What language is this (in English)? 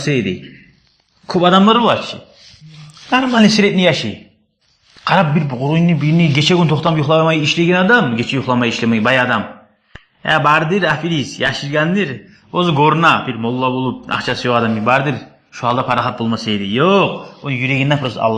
Kumyk